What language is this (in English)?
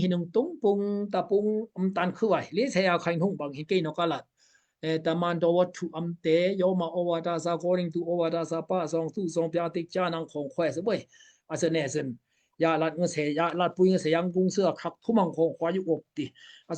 Daai Chin